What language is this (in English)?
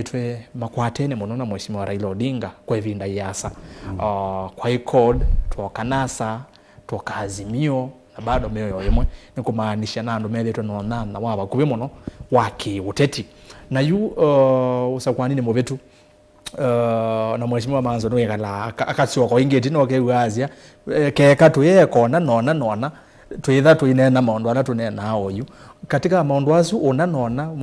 Kamba